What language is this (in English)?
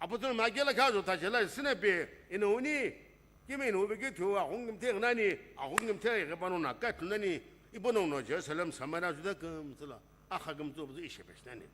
Sumi Naga